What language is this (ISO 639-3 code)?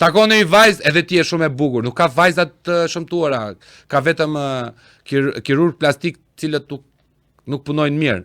sqi